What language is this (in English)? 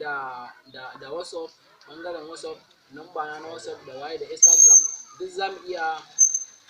Hausa